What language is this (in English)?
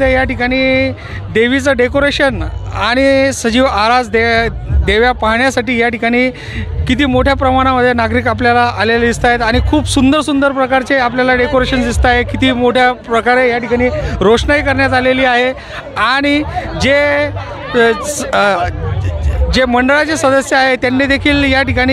Marathi